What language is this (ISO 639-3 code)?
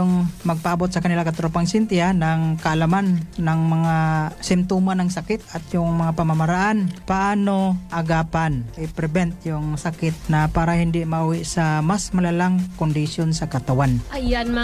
fil